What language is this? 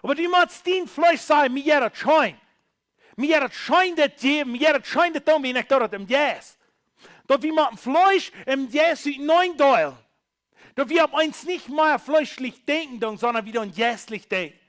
Plautdietsch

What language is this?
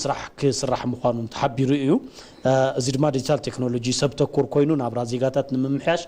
Tigrinya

